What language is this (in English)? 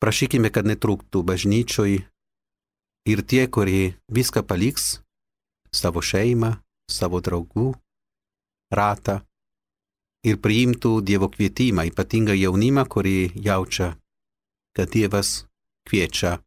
Lithuanian